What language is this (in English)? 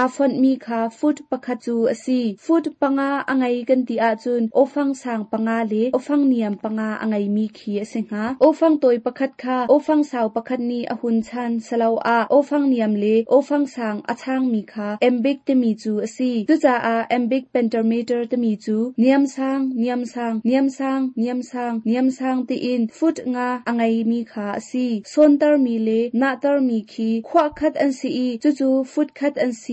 Hakha Chin